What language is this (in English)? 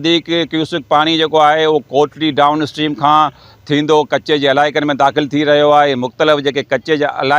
Sindhi